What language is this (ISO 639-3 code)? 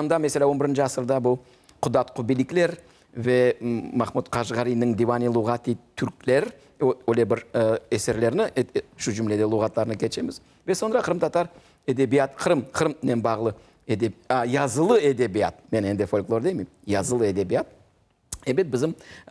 crh